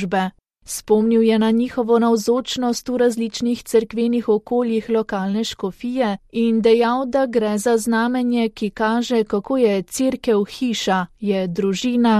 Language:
Slovenian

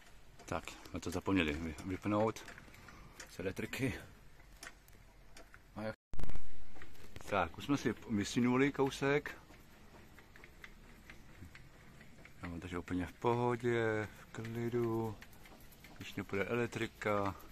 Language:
Czech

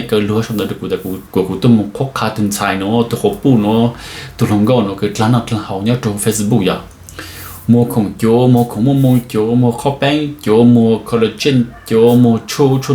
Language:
Hmong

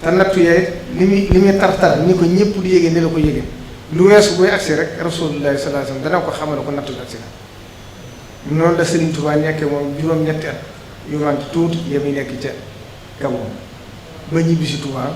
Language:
Wolof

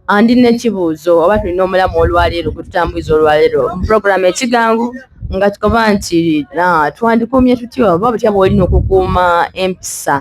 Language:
Soga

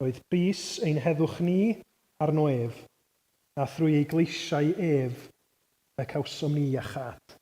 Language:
Welsh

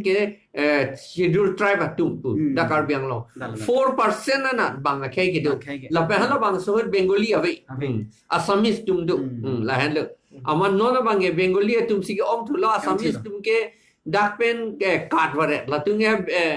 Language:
Karbi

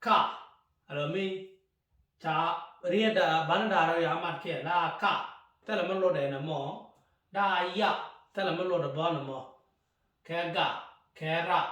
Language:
Nuer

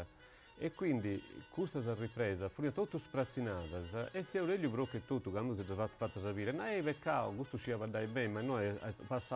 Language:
Sardinian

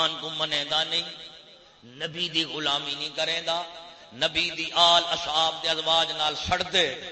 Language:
Saraiki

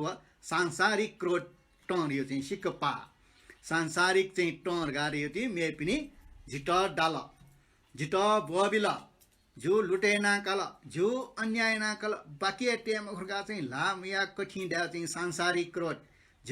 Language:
Newari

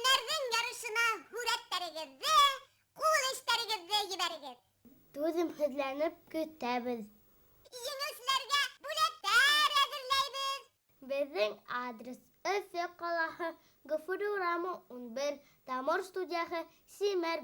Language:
Bashkir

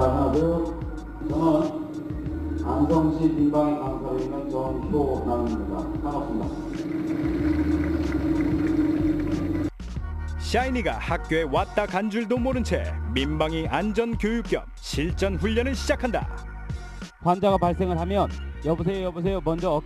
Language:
Korean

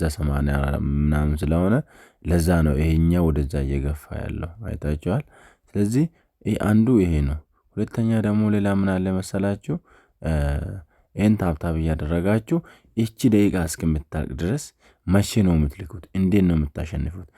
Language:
Amharic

